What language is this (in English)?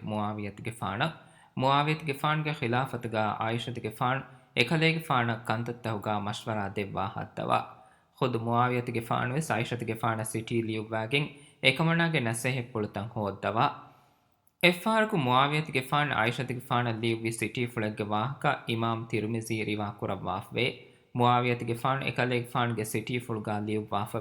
Divehi